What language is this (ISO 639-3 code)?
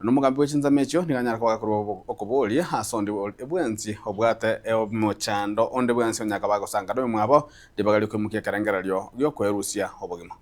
guz